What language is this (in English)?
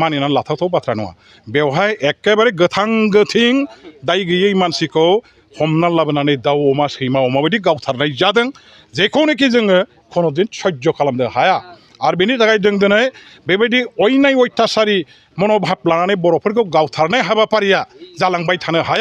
Bodo